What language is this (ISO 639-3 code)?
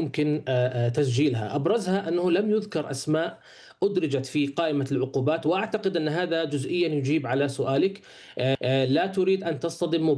ara